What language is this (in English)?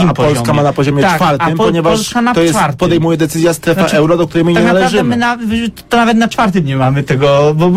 Polish